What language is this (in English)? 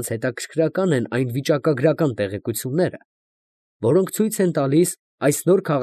Armenian